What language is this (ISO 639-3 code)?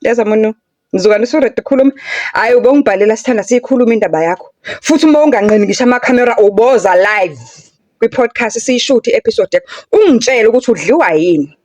zul